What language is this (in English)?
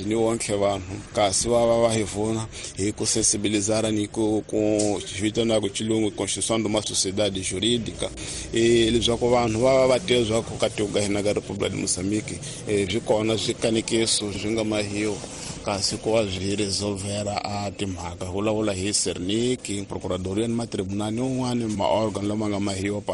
Tsonga